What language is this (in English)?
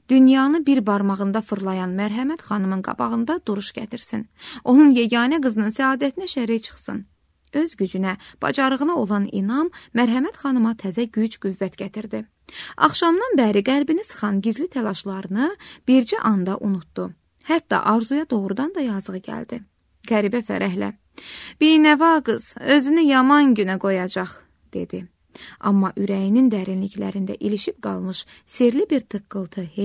Azerbaijani